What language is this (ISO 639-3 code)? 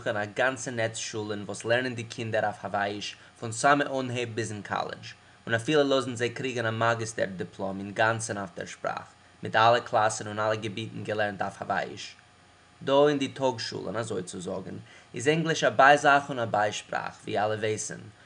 yid